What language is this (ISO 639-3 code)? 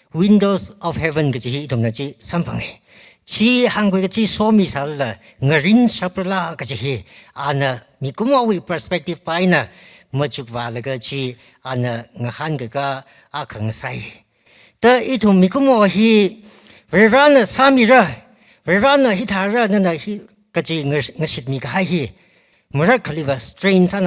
nmf